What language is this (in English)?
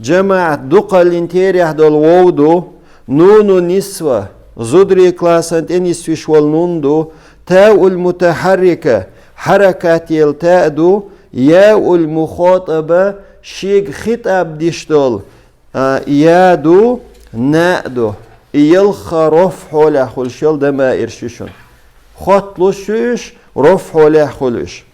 Chechen